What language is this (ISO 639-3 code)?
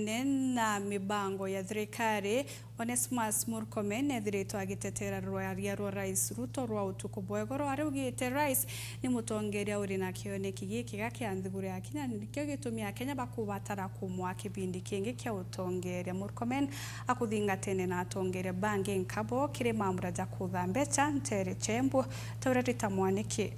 mer